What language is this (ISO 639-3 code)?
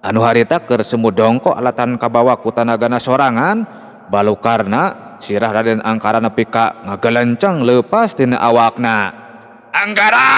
sun